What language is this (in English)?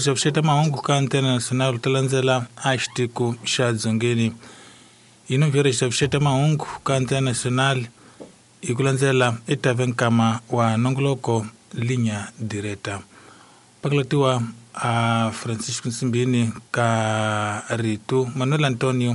Tsonga